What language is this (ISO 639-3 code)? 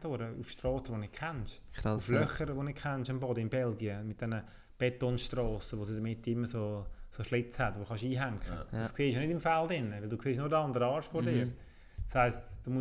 gsw